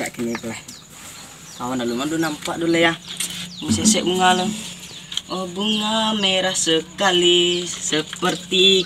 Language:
Minangkabau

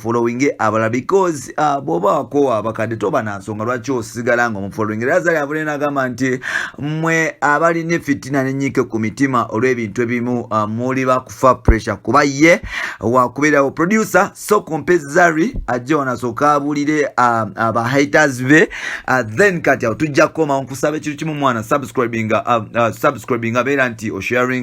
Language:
Ganda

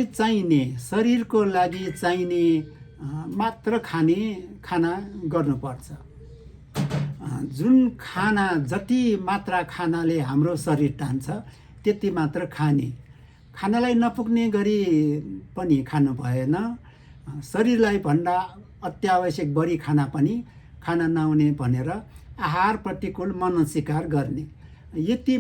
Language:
Nepali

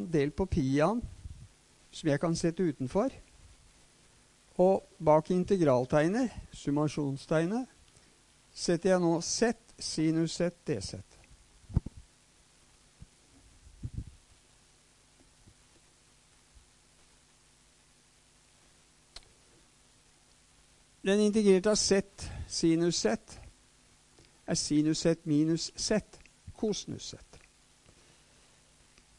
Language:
Norwegian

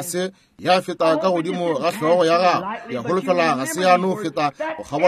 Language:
Northern Sotho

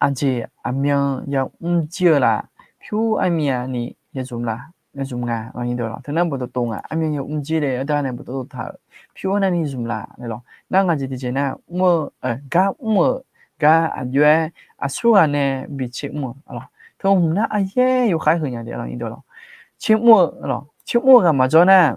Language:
Akha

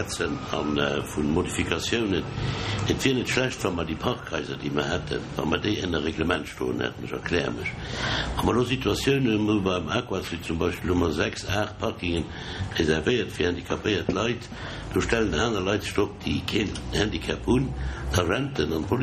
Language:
Luxembourgish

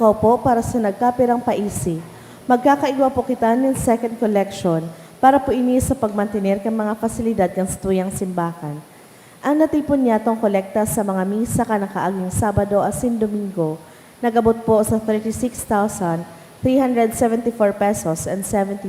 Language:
Bikol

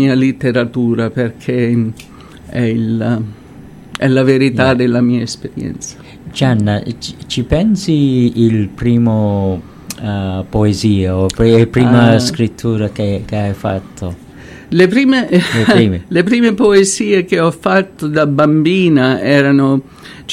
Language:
Italian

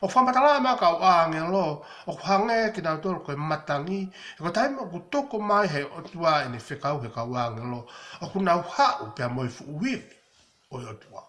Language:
Tongan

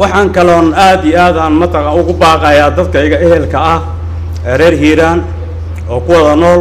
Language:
Somali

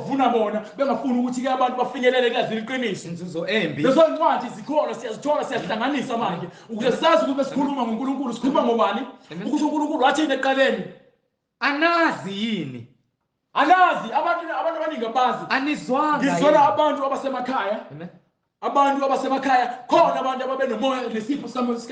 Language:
Zulu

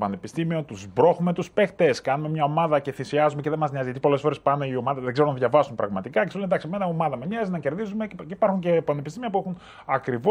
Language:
Greek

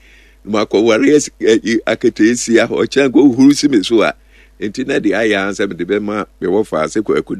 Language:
Akan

